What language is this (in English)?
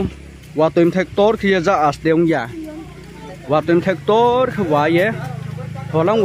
Riang (India)